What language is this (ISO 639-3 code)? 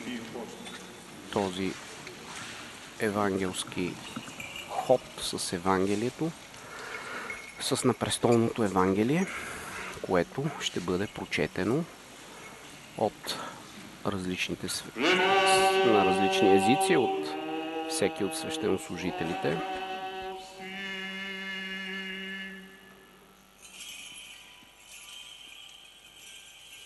bul